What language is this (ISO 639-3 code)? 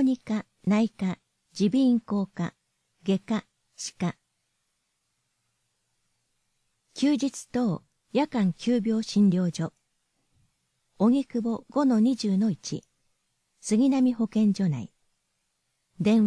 jpn